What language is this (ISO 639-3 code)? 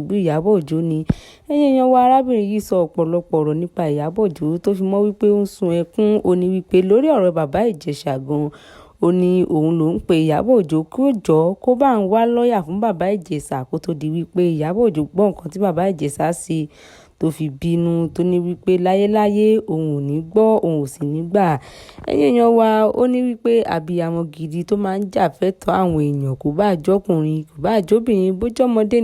yor